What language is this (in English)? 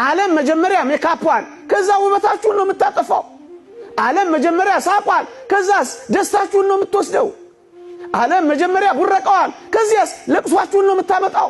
Amharic